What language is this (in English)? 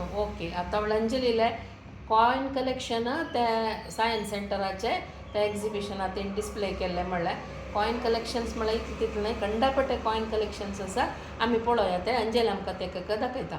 Konkani